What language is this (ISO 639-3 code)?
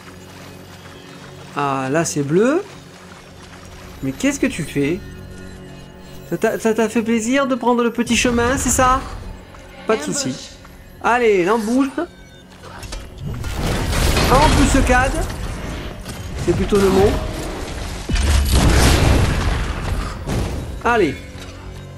fra